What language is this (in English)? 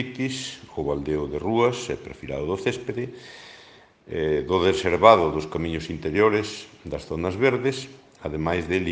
Galician